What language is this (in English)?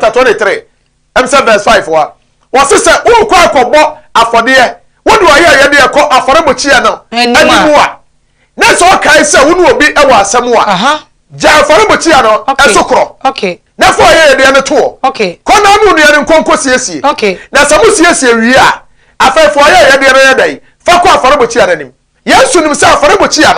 Akan